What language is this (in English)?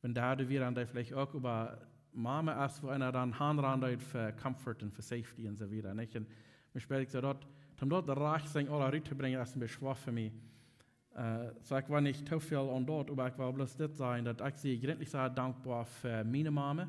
Plautdietsch